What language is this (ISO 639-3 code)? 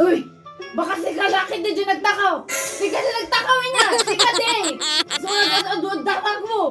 ilo